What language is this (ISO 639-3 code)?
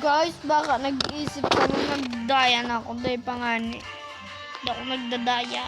bik